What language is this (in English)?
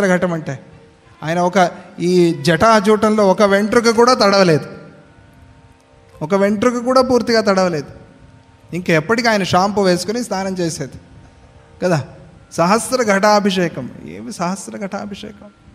Telugu